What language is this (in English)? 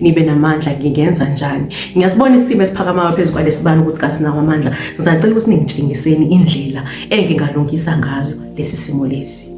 Zulu